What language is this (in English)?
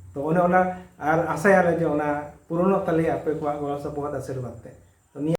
Santali